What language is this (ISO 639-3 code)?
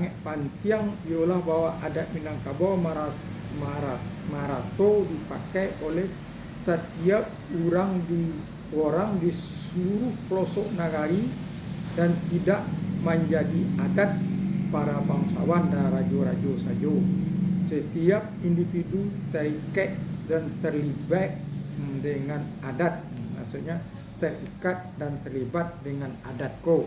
min